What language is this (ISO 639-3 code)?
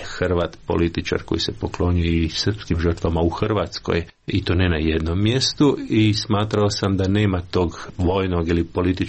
hrv